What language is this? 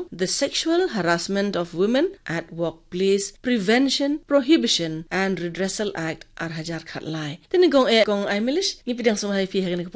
Khasi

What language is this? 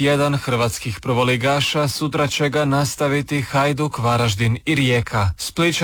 Croatian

